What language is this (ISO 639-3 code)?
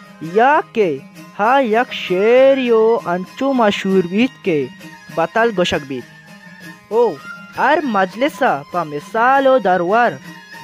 bal